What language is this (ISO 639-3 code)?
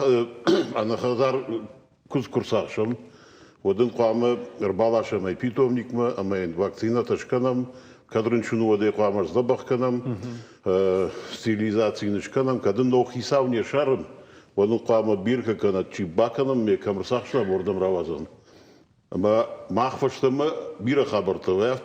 oss